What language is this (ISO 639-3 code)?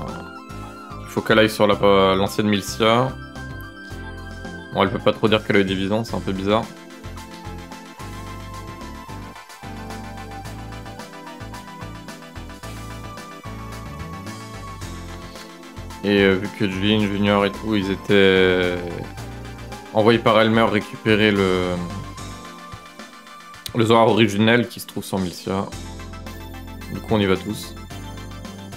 fra